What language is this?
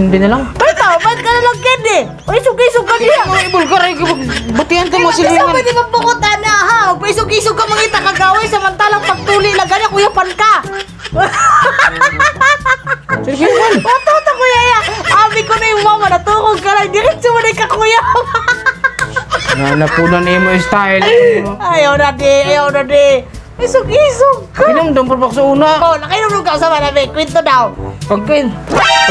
Cebuano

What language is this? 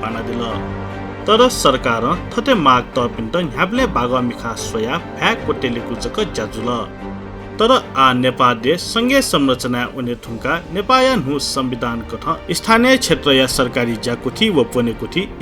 Newari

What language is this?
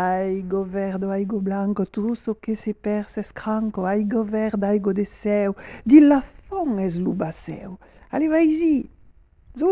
Occitan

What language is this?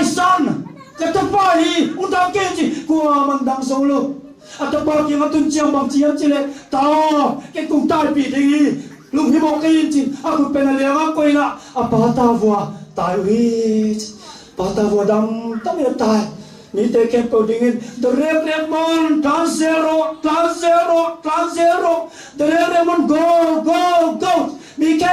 Tedim Chin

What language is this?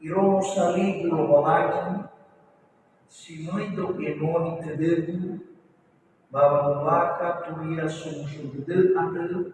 Nias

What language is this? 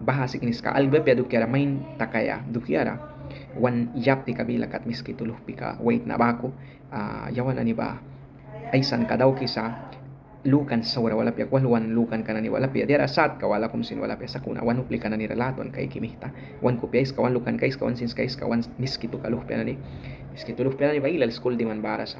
Mískito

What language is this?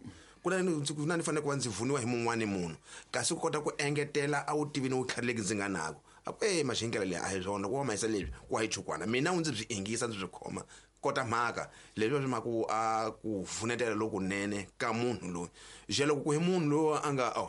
Tsonga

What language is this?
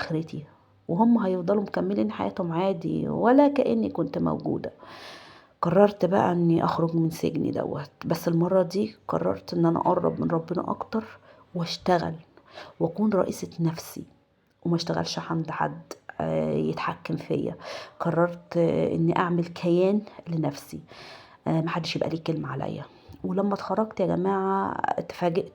Egyptian Arabic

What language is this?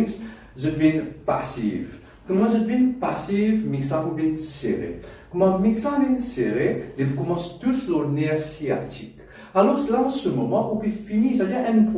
Morisyen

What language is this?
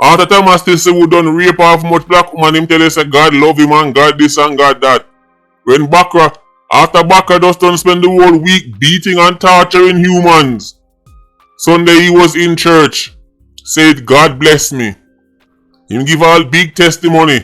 Jamaican Creole English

